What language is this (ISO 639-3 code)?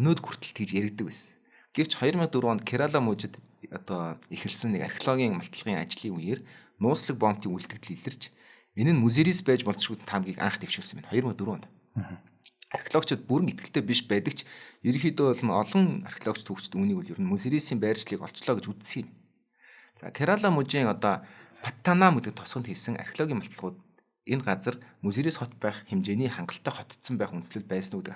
mon